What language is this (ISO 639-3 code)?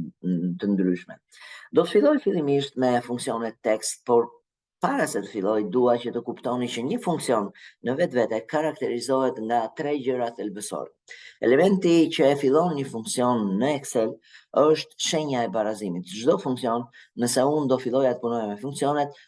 sqi